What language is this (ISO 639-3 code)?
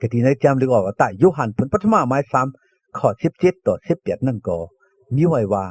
shn